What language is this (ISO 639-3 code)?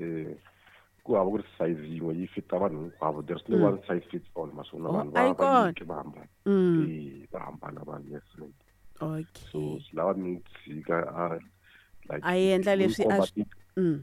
tso